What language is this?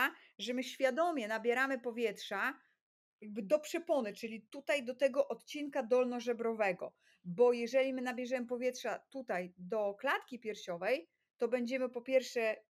Polish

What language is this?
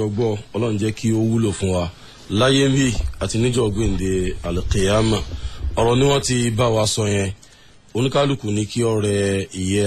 Yoruba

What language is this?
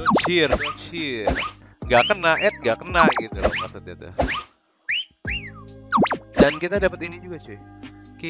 Indonesian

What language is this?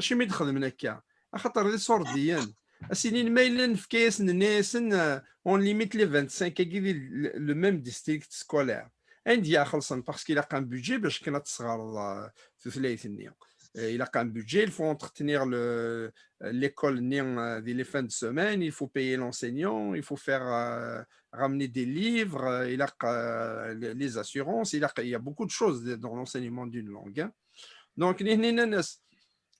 Kabyle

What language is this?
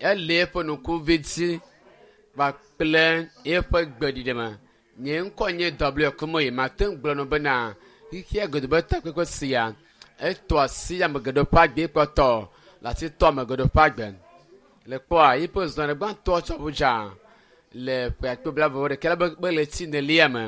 Ewe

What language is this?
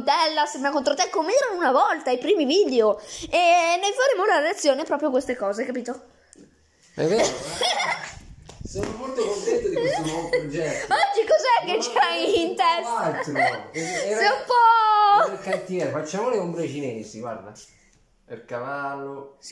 Italian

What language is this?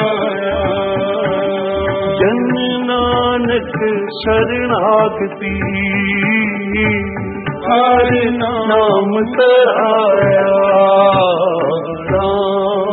Punjabi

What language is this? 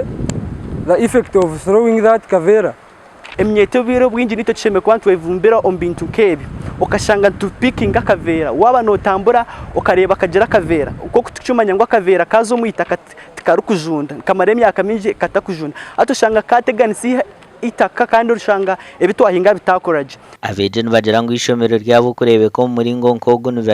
Nyankole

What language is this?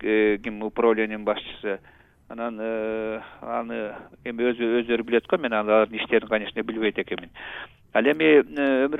Kyrgyz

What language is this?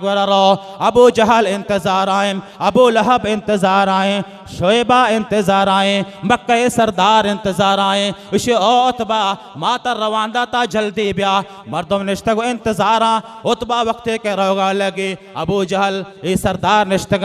Baluchi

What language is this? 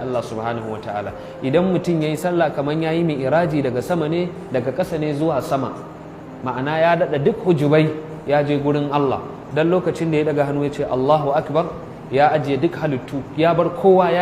Hausa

